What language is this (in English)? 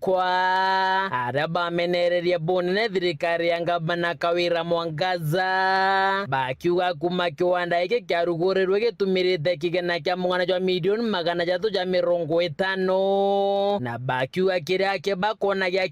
Meru